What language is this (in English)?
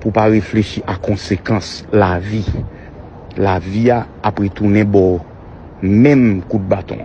Haitian Creole